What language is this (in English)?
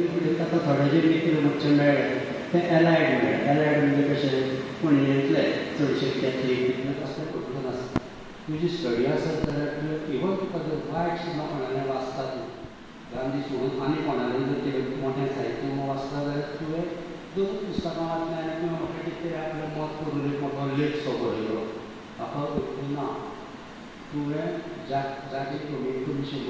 Konkani